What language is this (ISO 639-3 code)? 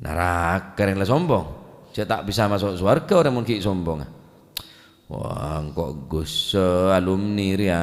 mad